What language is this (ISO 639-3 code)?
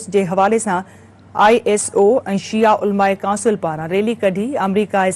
snd